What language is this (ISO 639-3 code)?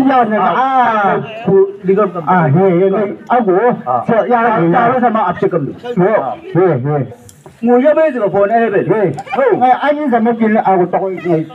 nbc